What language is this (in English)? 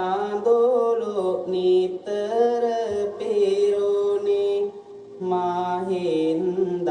Sinhala